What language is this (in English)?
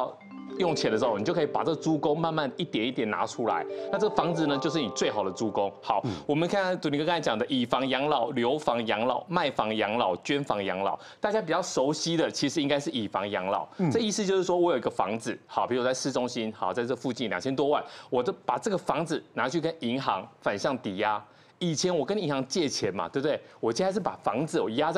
Chinese